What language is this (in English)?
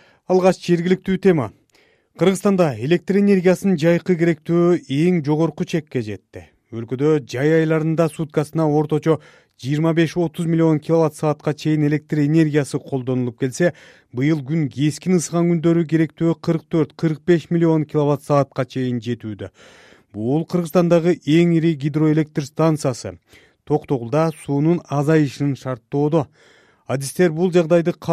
Kyrgyz